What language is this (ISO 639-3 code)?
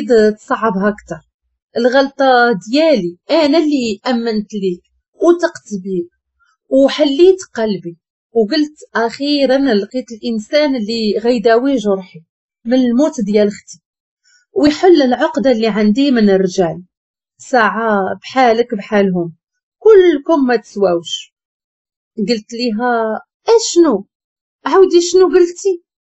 ary